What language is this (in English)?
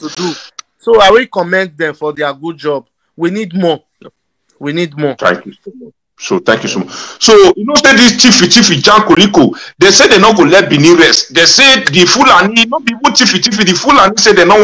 Nigerian Pidgin